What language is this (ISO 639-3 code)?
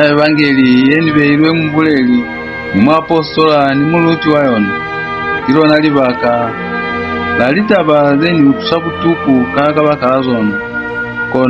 loz